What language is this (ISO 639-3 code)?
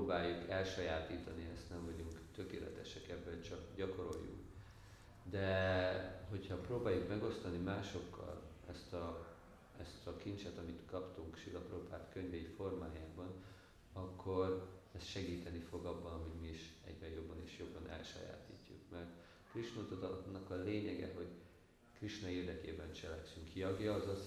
hun